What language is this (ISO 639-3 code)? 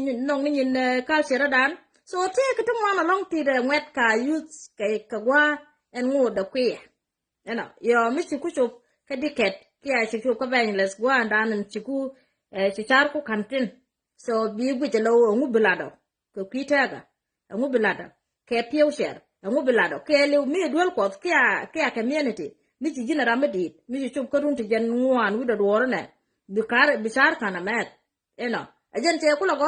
nus